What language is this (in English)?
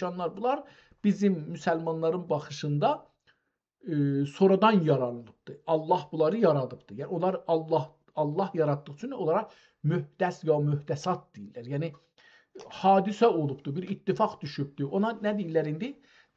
South Azerbaijani